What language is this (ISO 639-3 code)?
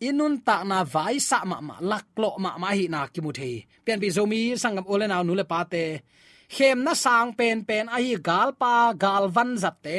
ctd